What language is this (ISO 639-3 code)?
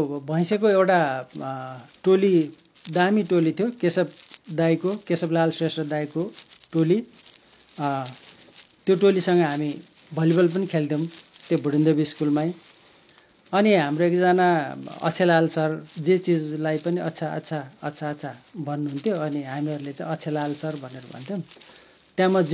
nep